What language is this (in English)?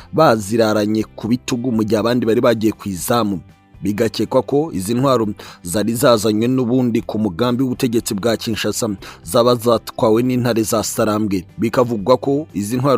Kinyarwanda